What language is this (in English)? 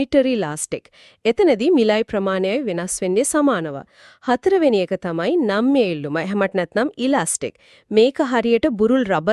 Sinhala